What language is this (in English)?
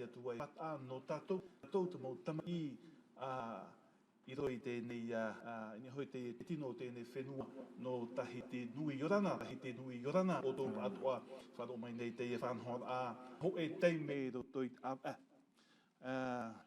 Tahitian